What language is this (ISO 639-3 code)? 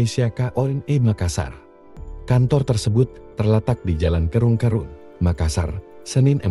ind